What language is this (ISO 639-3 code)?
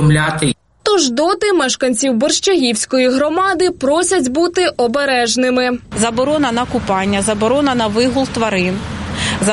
ukr